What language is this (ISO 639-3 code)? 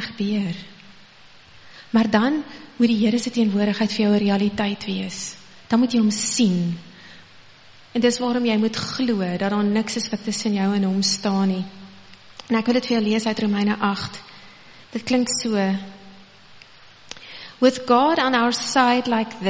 afr